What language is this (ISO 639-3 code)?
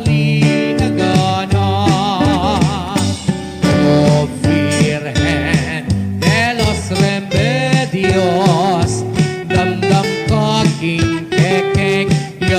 pam